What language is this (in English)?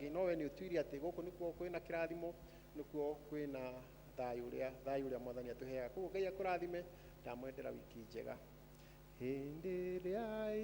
Kikuyu